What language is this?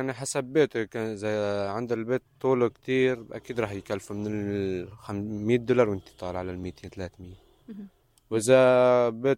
North Levantine Arabic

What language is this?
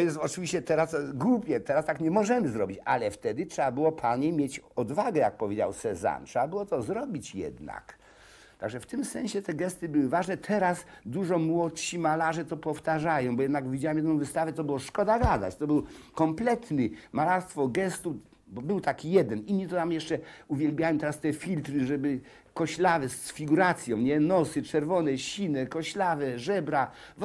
Polish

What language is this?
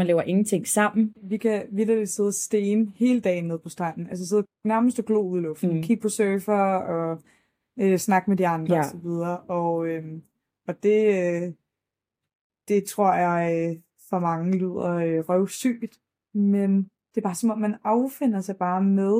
Danish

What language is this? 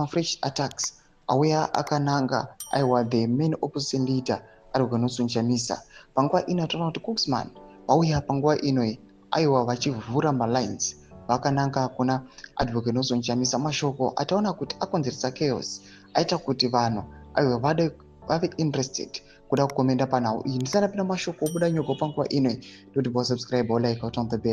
Shona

